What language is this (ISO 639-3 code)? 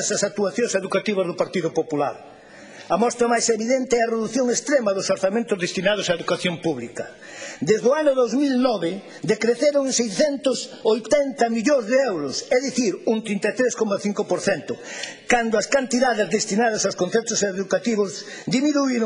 glg